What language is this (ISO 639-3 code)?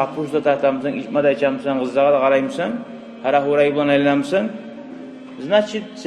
kum